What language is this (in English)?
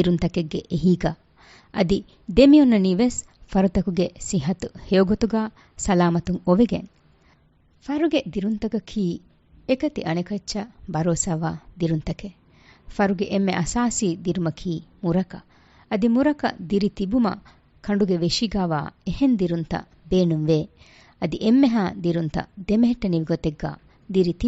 Divehi